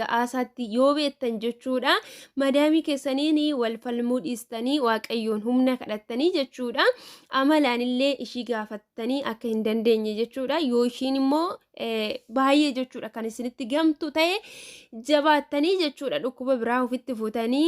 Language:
Oromo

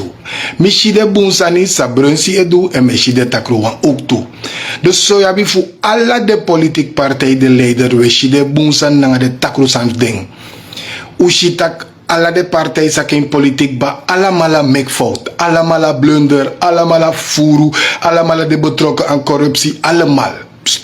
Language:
Sranan Tongo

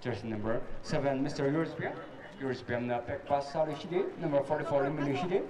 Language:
Tangkhul Naga (India)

